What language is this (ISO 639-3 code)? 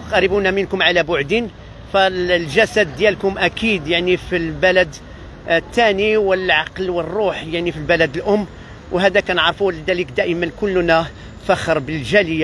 ary